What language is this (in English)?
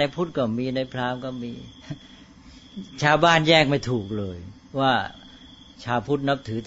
Thai